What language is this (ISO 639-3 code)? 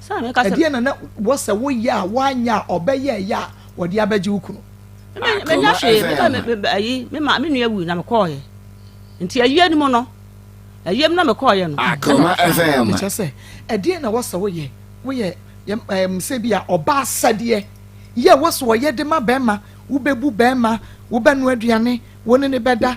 aka